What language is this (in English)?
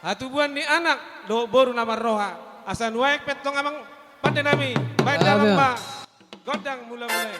Batak Toba